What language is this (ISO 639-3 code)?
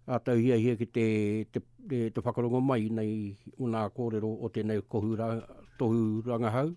mri